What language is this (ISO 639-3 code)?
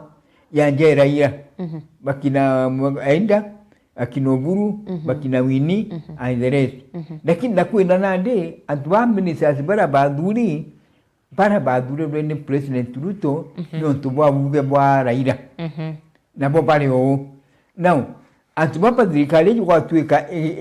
mer